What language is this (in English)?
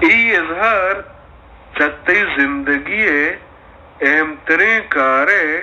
Baluchi